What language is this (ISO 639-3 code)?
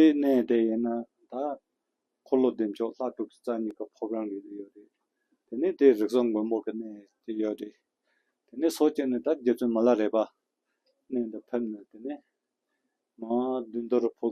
bod